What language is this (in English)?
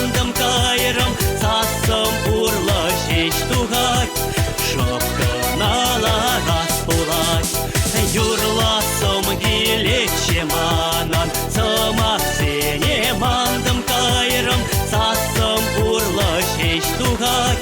Chuvash